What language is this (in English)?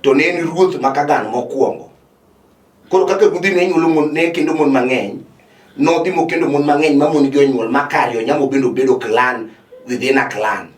Luo (Kenya and Tanzania)